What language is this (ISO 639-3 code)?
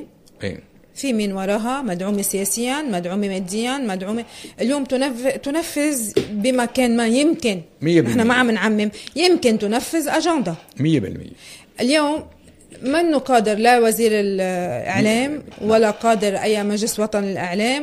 apc